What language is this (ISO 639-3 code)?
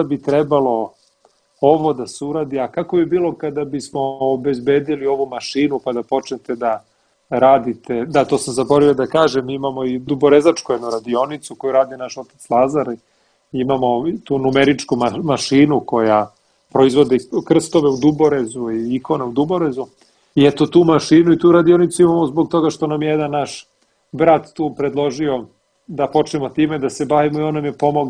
srp